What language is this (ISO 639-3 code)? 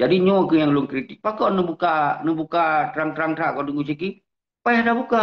ace